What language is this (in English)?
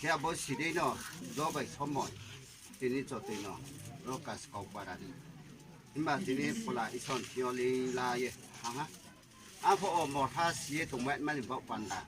Riang (India)